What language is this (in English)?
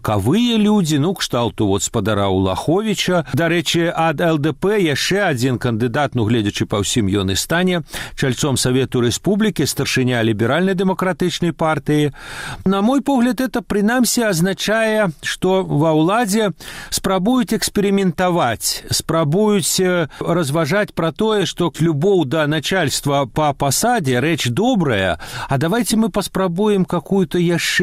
Belarusian